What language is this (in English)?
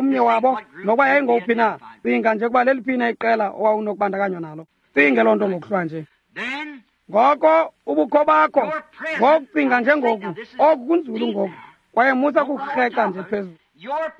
Xhosa